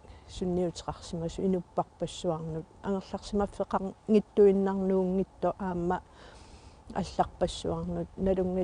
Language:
Kalaallisut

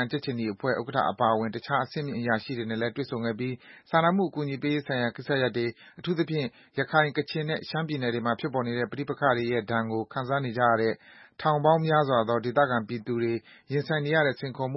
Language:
Burmese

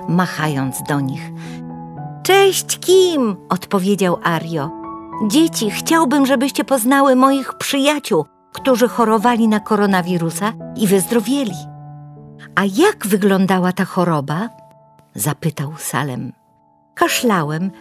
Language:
Polish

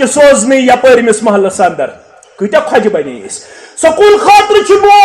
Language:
Kashmiri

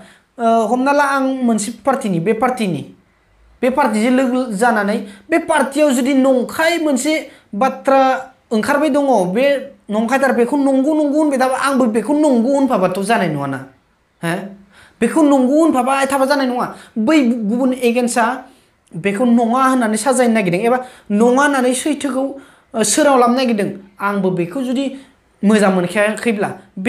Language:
Bodo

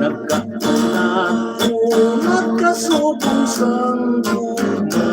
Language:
Hiligaynon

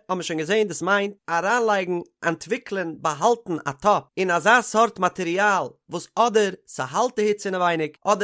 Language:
Yiddish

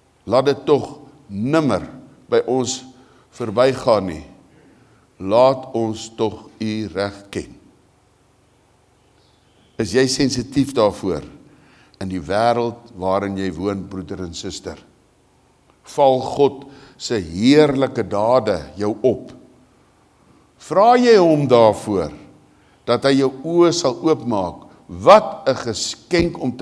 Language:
Afrikaans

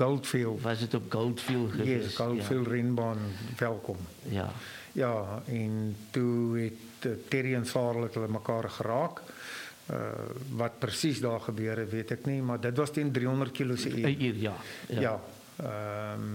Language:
Afrikaans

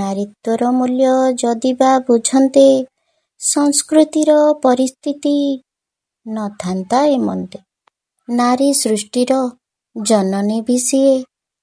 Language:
Odia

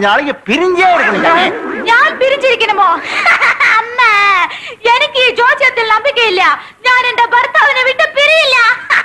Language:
Tamil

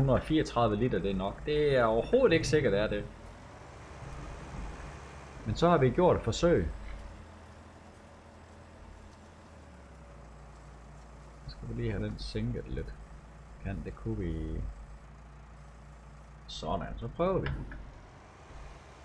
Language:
Danish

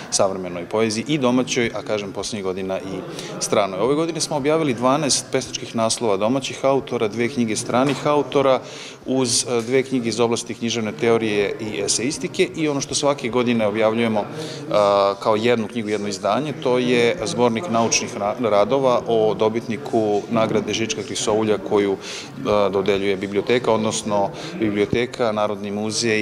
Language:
Serbian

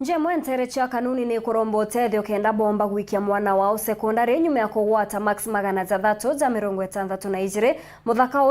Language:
Meru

